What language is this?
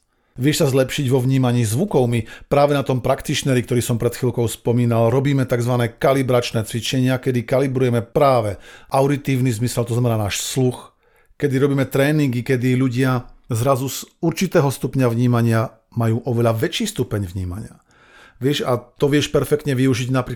Slovak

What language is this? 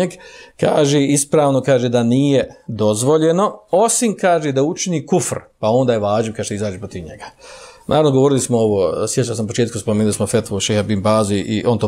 Bosnian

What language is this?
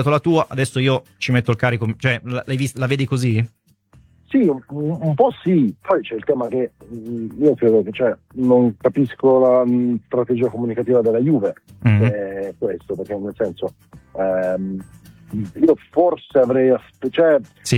Italian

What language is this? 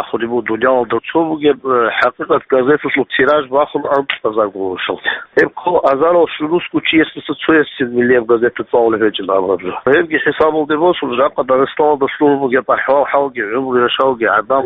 Avaric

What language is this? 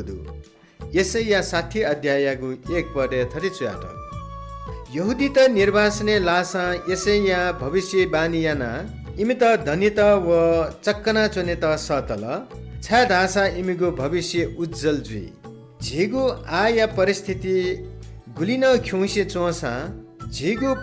Newari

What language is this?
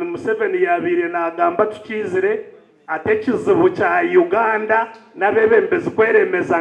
Nyankole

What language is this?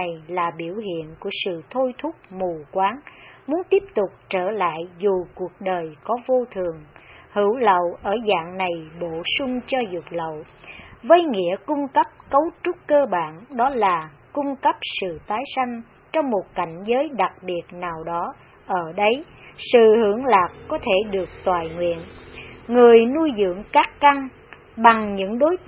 Vietnamese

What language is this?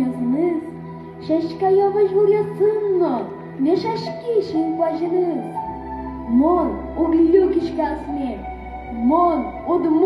Udmurt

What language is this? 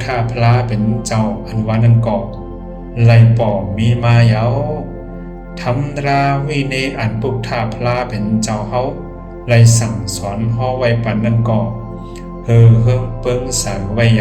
Shan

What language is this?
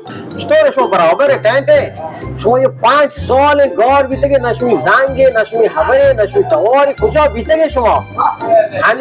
Baluchi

